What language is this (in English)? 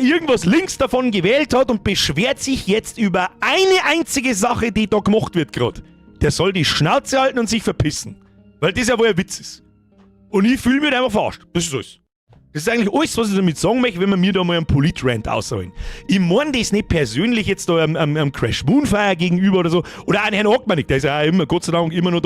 Bavarian